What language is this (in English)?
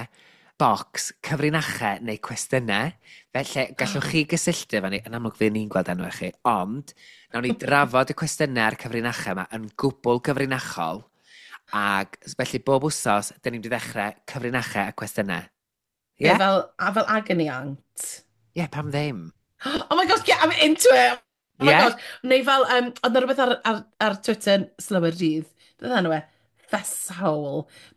Welsh